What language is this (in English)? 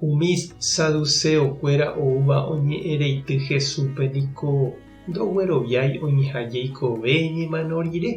Guarani